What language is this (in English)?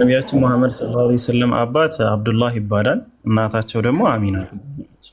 Amharic